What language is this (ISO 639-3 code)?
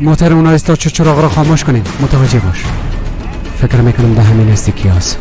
fas